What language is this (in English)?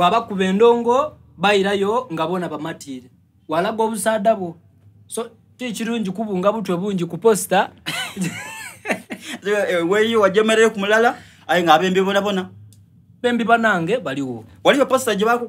Soga